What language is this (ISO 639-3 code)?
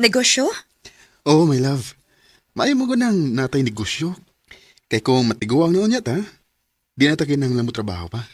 ceb